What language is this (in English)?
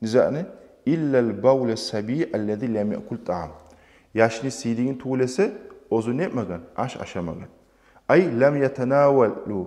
Kumyk